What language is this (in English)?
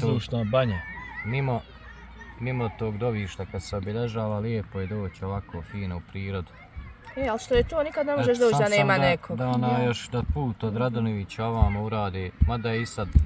Bosnian